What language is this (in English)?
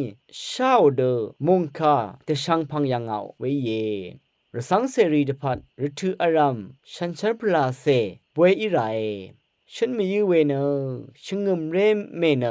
Rawang